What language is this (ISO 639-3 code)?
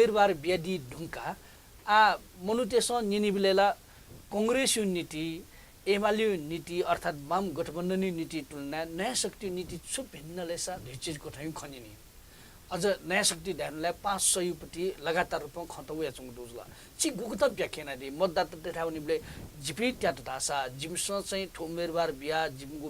new